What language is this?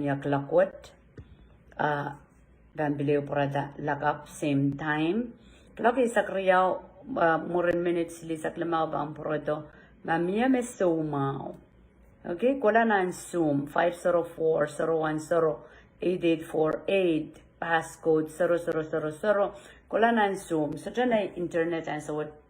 Pohnpeian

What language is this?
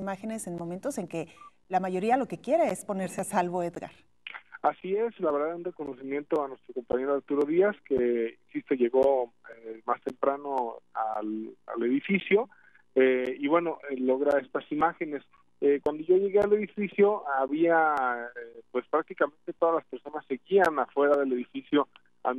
Spanish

